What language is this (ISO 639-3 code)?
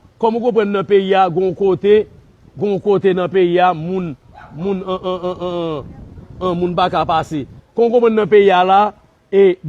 hat